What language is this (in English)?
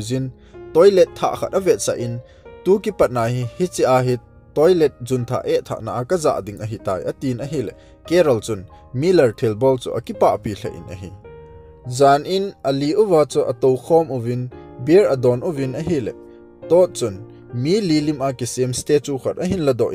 Thado Chin